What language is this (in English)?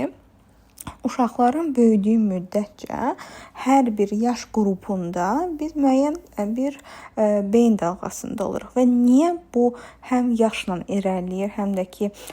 Azerbaijani